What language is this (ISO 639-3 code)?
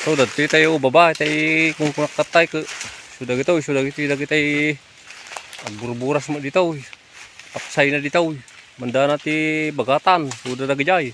ilo